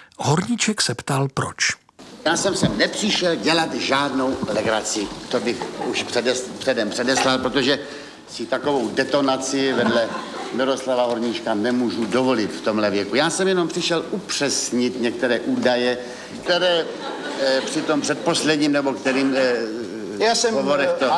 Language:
Czech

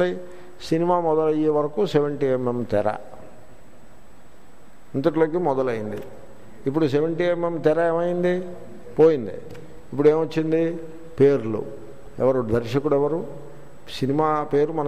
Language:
Telugu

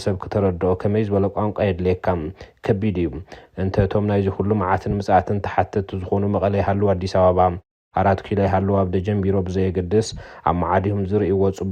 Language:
Tigrinya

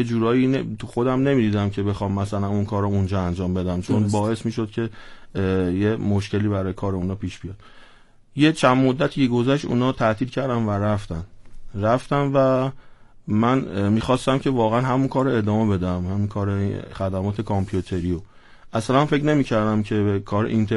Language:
Persian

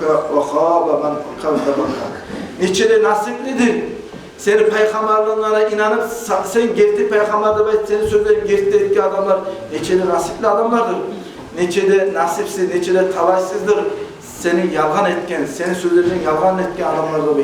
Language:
Kumyk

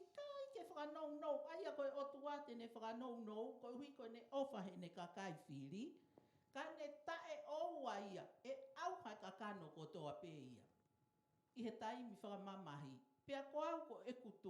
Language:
Tongan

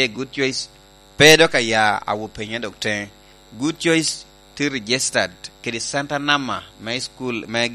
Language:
Lango (Uganda)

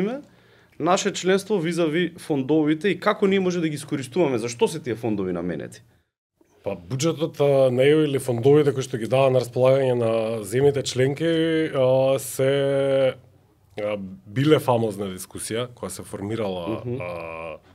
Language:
Macedonian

